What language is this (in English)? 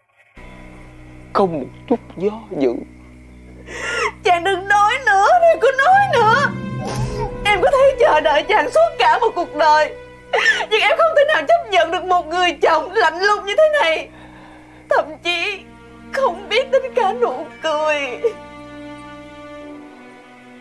Vietnamese